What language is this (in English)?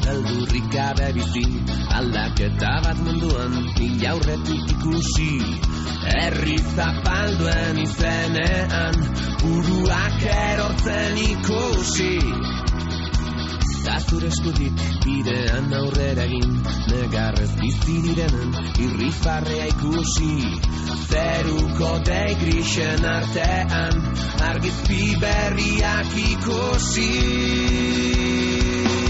Basque